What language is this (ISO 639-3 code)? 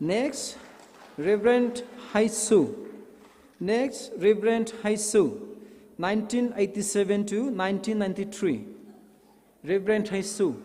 pmx